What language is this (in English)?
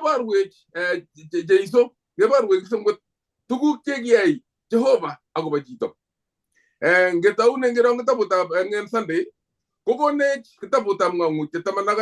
Kalenjin